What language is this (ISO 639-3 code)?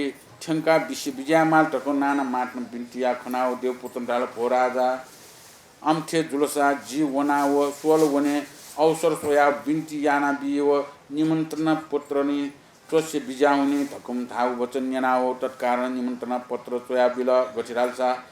new